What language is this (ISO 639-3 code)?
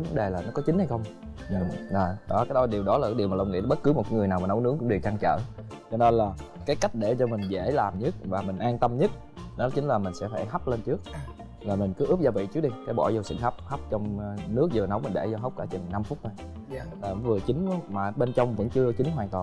vie